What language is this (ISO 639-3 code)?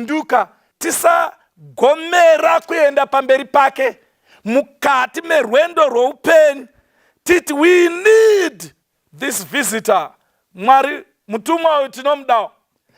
sna